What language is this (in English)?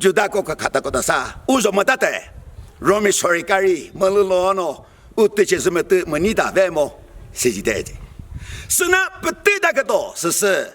Chokri Naga